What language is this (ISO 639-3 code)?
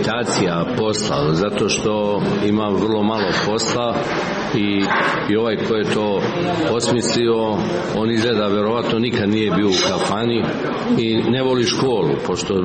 srp